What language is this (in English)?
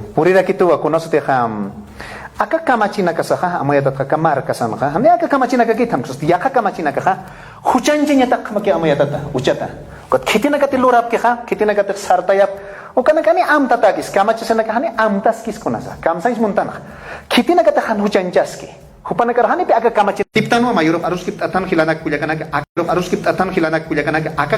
Aymara